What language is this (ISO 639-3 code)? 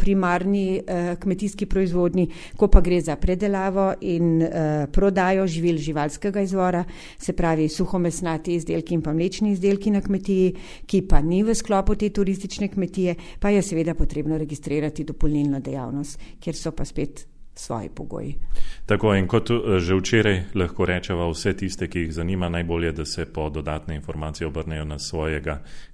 slv